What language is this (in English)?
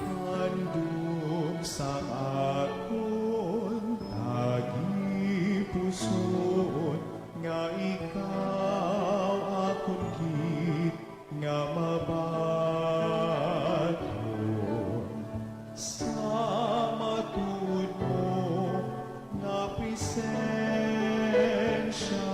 Hiligaynon